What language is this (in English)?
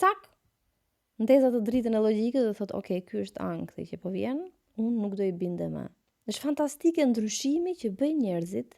Albanian